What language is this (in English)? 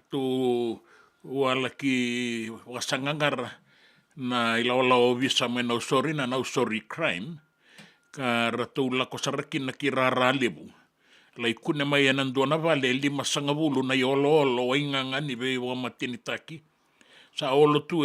Fijian